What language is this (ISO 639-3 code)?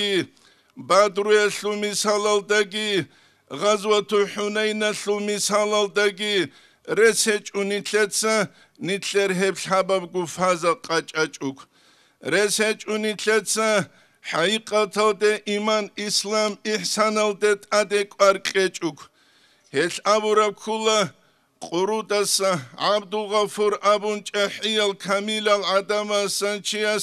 ava